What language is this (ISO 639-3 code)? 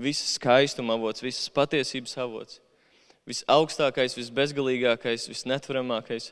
lav